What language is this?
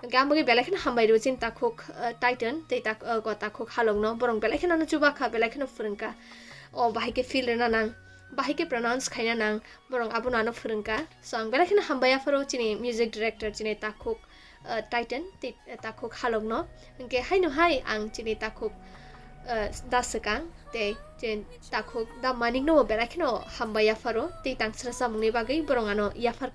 Kok Borok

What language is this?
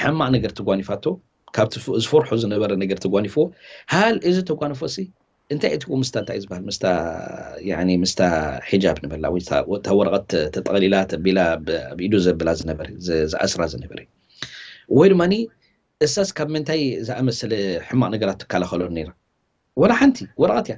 Tigrinya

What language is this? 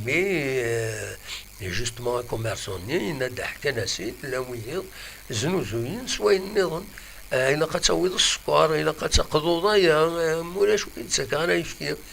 Kabyle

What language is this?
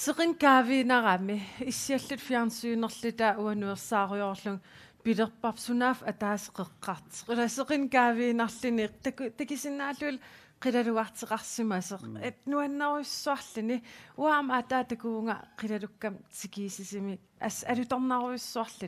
Kalaallisut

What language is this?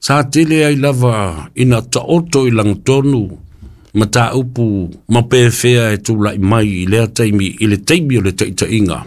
Samoan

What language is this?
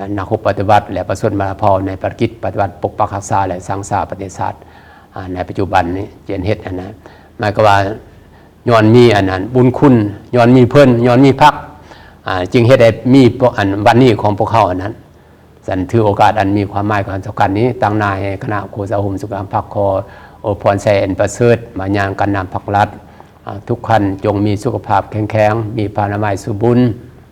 Lao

